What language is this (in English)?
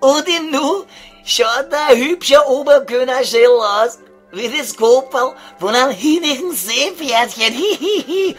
Bavarian